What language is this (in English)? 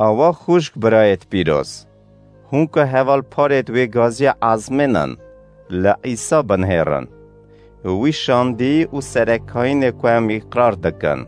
Kurdish